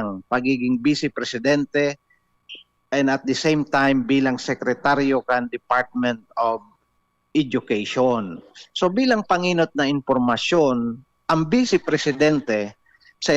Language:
Bikol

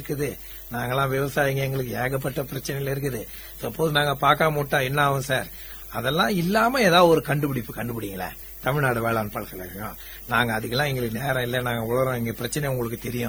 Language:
Tamil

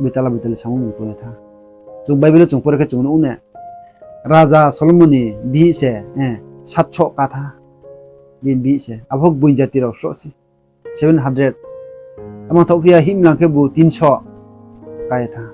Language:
Riang (India)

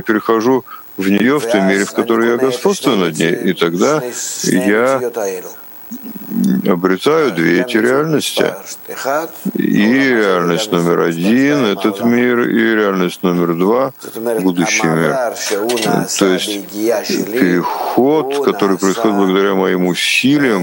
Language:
Russian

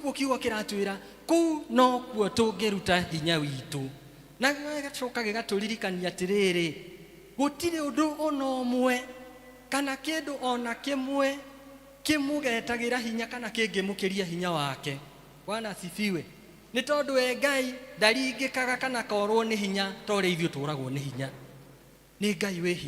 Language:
Kikuyu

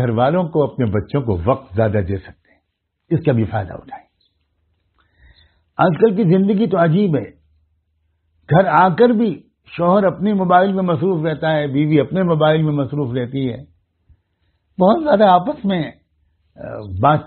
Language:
Urdu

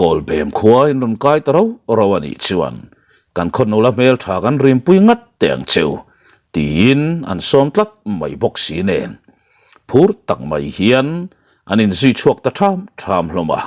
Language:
Mizo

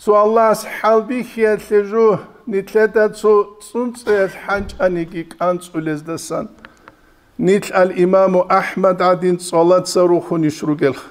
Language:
Avaric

